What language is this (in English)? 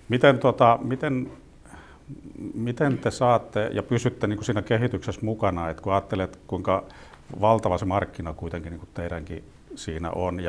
Finnish